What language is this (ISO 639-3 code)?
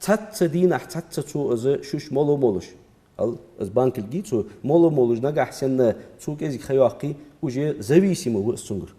inh